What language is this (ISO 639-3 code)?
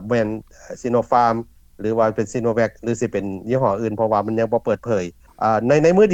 lao